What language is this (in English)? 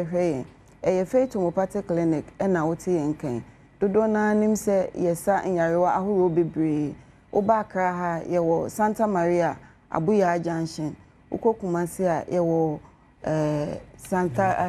Akan